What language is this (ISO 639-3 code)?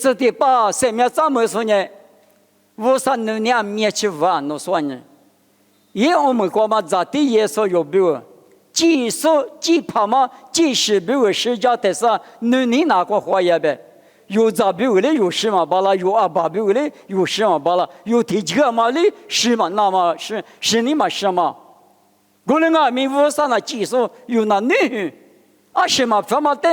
lis